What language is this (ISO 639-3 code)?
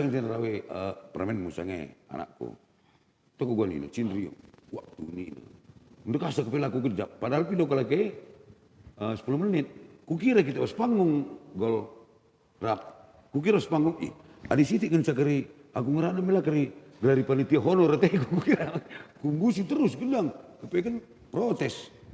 btx